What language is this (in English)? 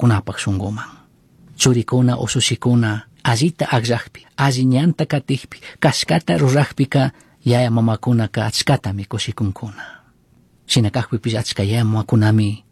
Chimborazo Highland Quichua